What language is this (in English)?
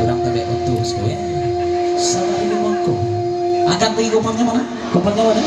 Minangkabau